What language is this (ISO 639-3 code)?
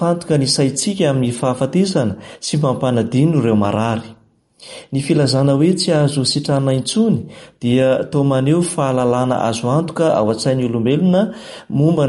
mlg